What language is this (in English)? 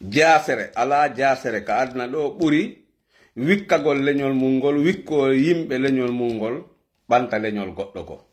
Fula